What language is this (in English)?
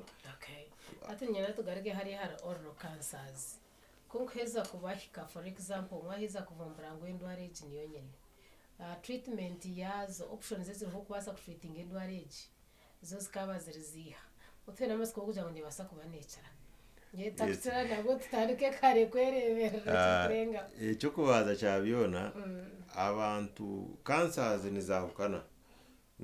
Nyankole